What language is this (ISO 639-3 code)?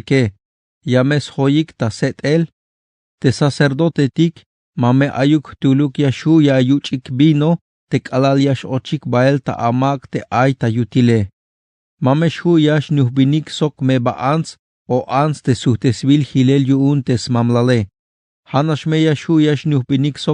tzh